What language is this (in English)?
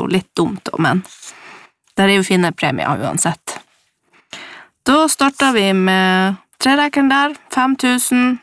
Norwegian